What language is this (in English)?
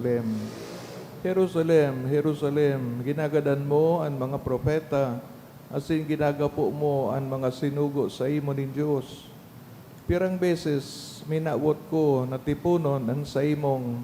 Bikol